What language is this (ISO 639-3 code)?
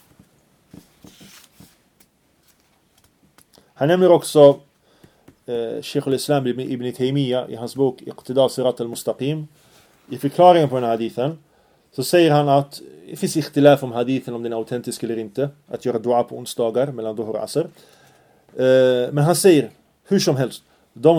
swe